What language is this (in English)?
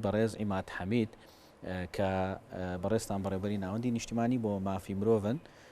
Central Kurdish